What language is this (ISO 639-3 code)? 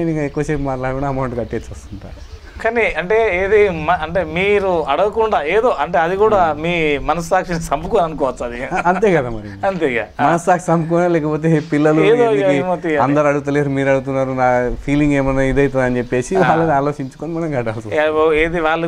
tel